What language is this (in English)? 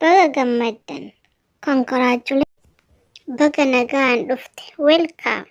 Oromo